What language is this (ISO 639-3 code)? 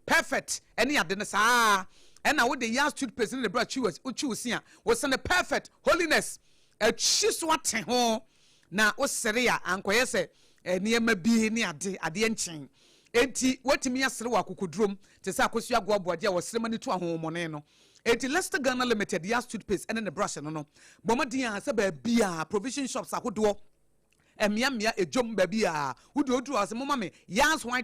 aka